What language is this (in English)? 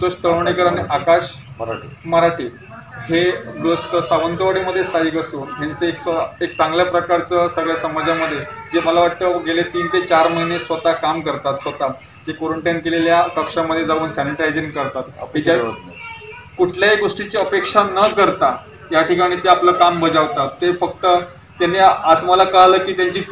Marathi